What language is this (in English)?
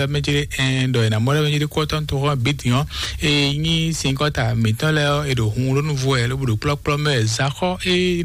Fon